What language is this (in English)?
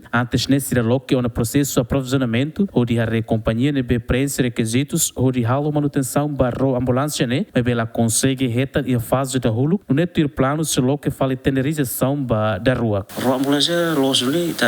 Tetum